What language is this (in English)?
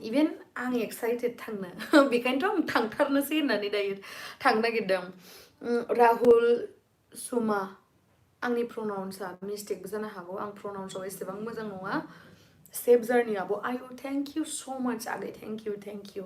Bodo